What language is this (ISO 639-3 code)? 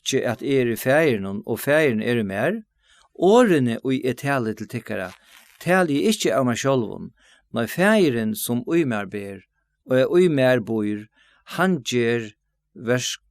fao